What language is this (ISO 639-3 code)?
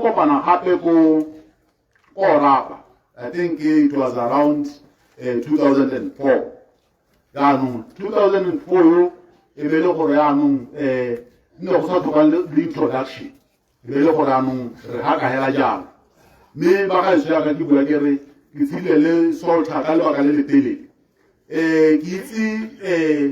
tsn